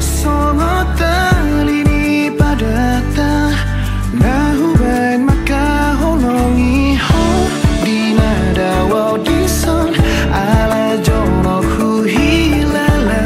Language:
Batak Toba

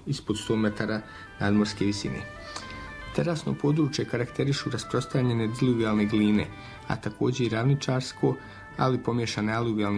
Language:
Bosnian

